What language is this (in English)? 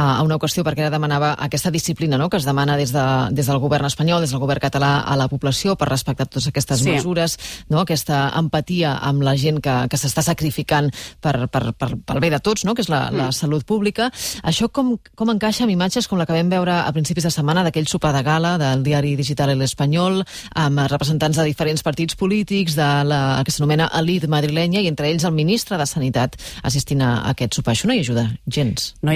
Catalan